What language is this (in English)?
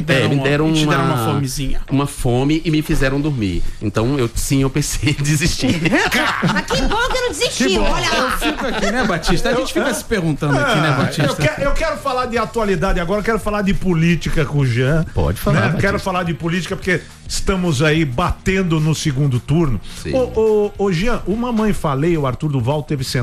Portuguese